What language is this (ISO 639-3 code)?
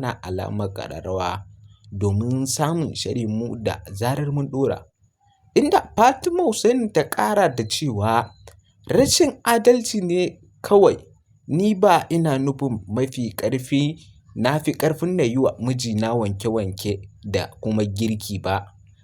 hau